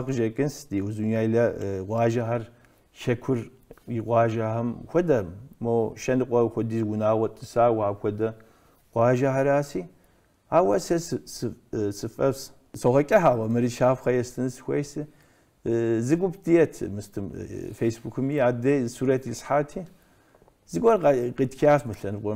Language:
Kabardian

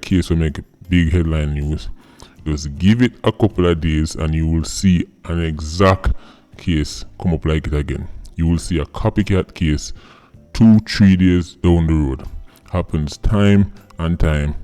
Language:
Jamaican Creole English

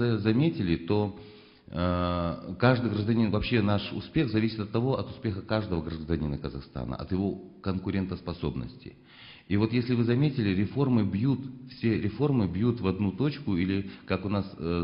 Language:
Russian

